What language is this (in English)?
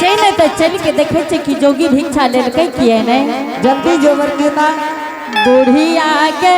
Angika